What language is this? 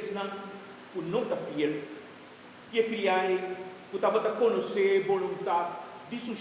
Papiamento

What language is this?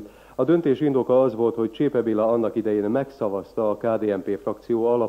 Hungarian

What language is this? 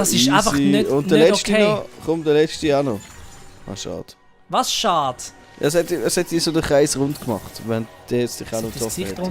Swiss German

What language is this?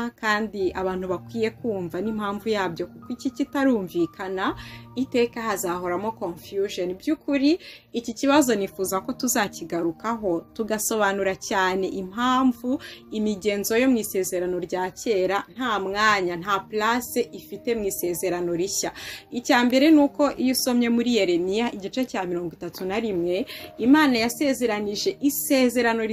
Kinyarwanda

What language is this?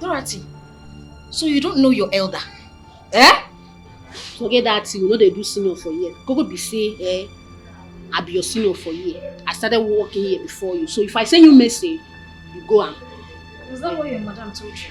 Nigerian Pidgin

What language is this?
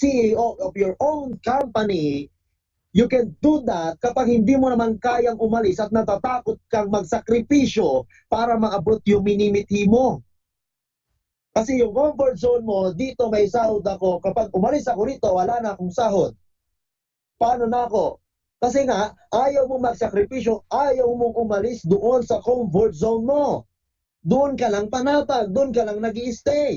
Filipino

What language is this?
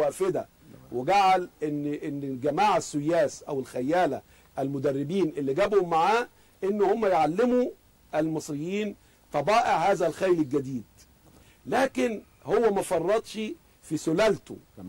Egyptian Arabic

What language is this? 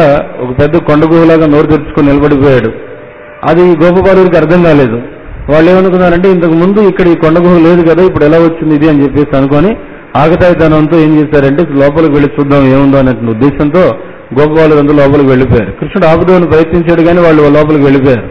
Telugu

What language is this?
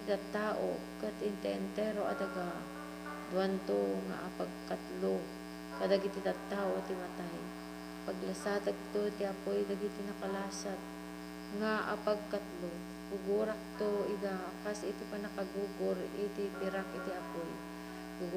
Iloko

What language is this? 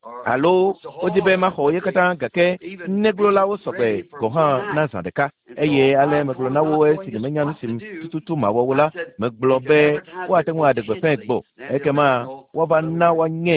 Ewe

